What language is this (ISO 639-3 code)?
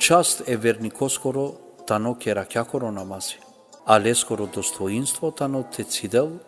rmn